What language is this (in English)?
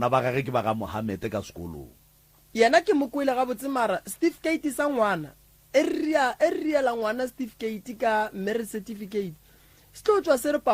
Northern Sotho